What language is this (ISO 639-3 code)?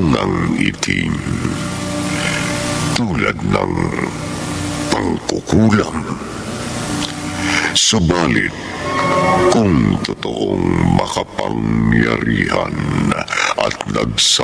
fil